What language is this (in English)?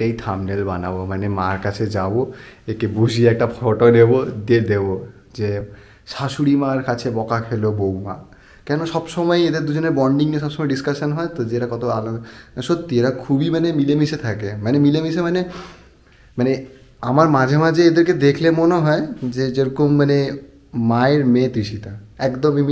Bangla